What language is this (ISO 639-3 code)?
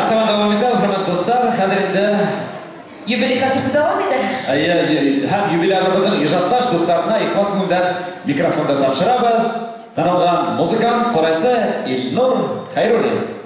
bak